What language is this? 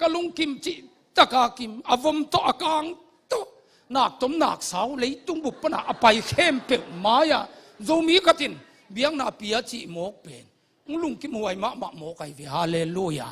Tedim Chin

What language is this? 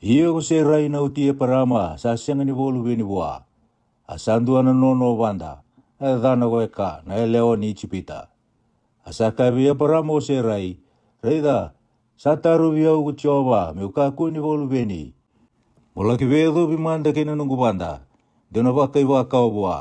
Fijian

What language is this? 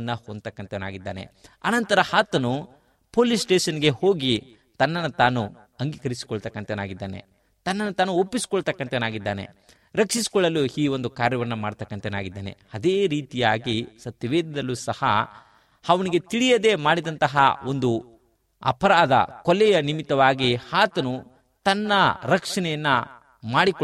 Kannada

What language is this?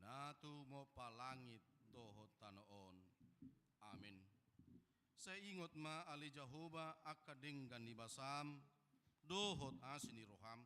Batak Toba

